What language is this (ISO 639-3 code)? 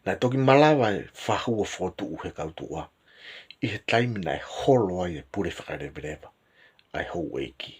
ton